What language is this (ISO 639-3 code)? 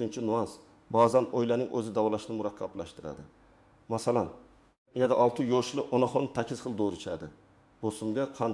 uzb